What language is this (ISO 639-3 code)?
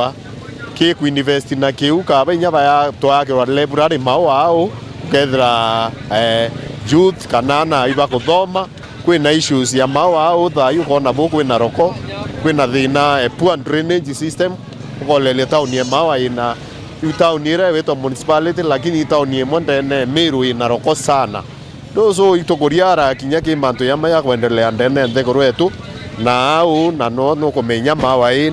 mer